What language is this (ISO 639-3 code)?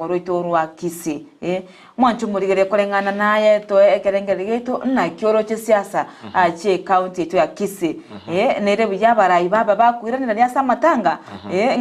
guz